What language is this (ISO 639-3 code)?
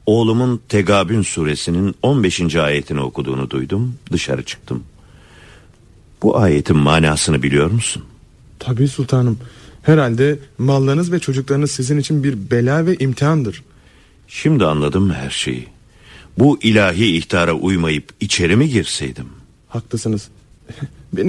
tur